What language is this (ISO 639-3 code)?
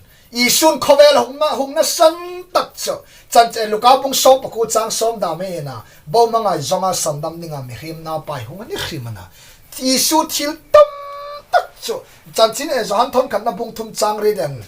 hmr